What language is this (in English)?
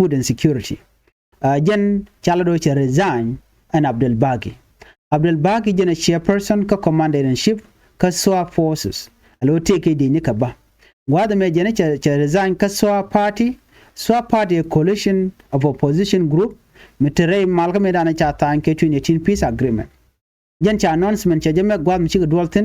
Nuer